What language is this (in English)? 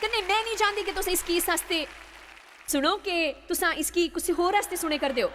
Dogri